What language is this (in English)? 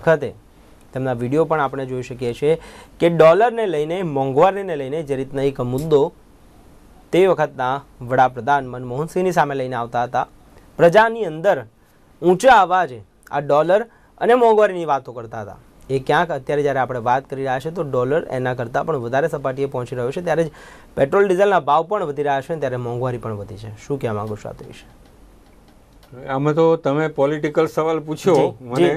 Gujarati